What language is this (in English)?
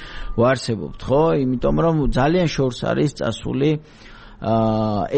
Georgian